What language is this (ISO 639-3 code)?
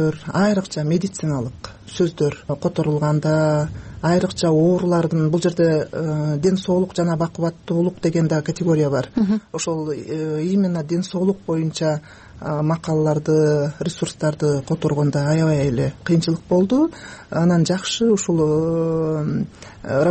kir